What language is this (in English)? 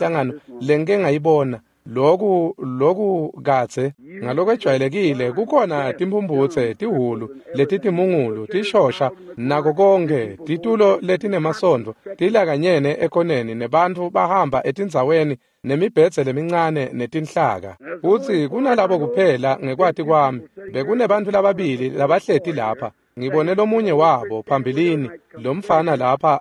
Swati